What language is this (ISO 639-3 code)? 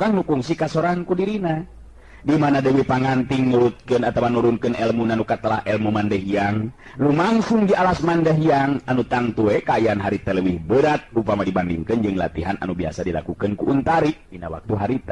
sun